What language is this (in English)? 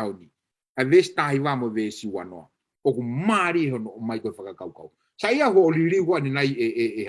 Tongan